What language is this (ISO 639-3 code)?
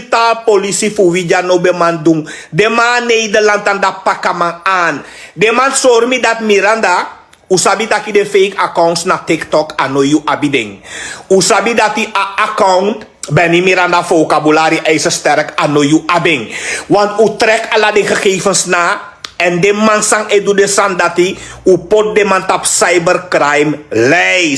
srn